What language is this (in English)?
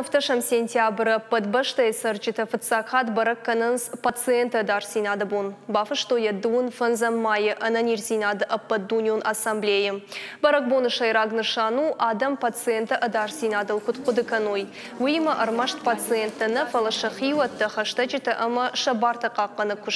Ossetic